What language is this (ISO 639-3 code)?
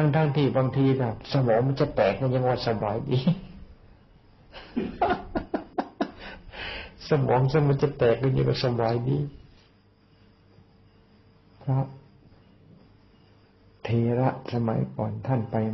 tha